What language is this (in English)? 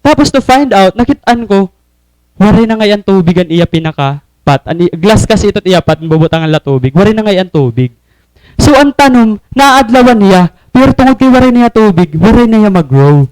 Waray